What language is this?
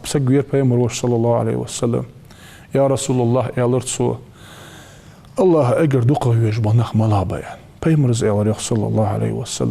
Ingush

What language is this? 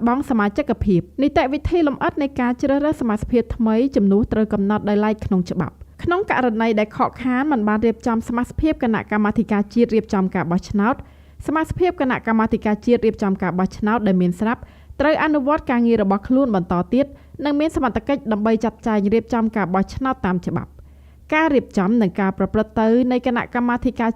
Khmer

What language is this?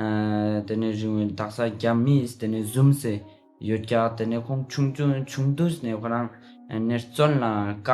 Ladakhi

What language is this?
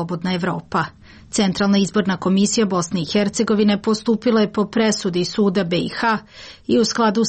Serbian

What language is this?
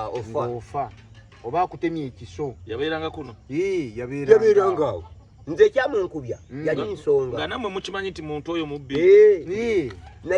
Ganda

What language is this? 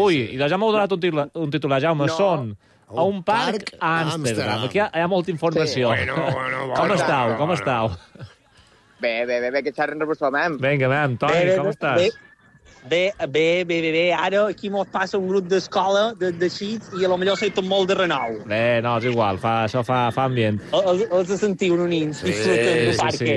Catalan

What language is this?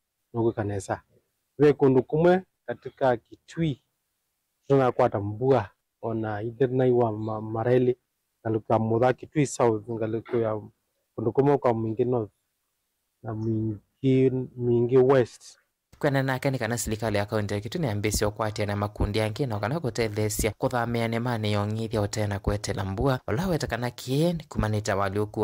Kamba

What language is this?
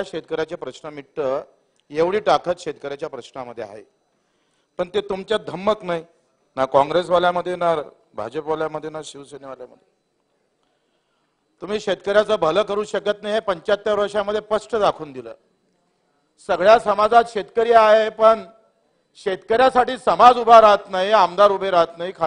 Marathi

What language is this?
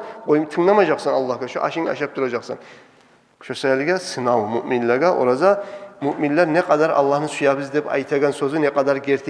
Kumyk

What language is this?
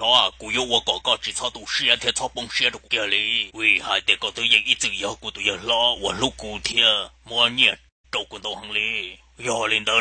Hmong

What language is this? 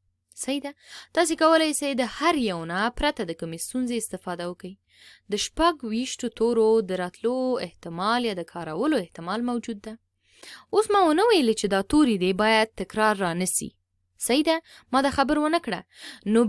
Pashto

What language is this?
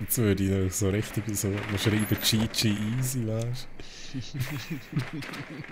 Swiss German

